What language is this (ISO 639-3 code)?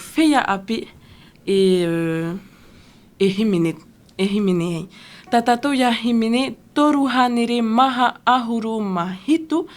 tah